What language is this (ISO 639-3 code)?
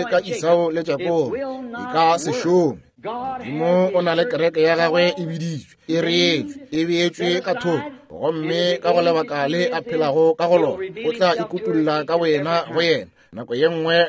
nso